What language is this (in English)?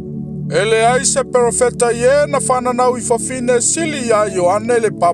Samoan